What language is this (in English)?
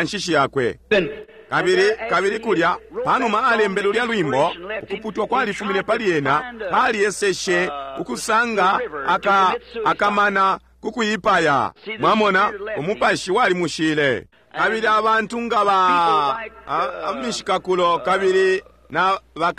Bemba